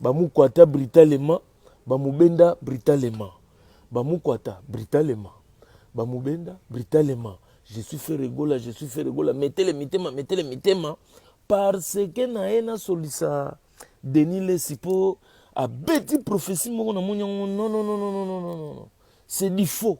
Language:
Lingala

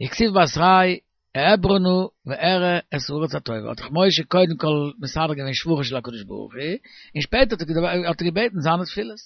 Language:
Yiddish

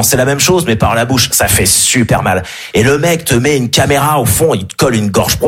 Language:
French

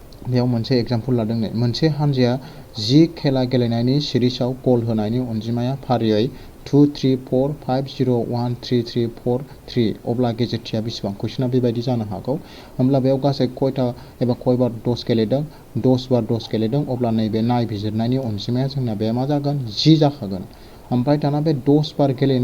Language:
Bodo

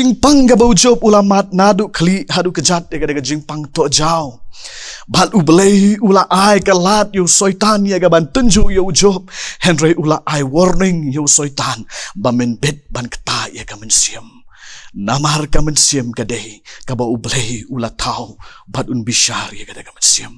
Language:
Khasi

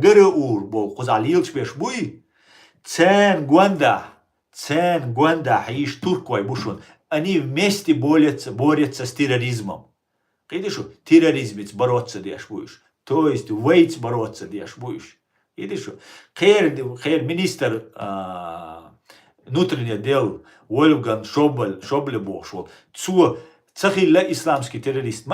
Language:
Chechen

